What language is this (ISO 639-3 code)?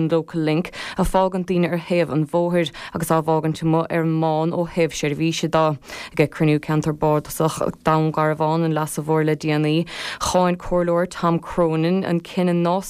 gle